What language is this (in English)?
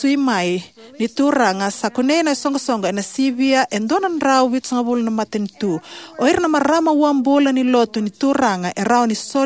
Fijian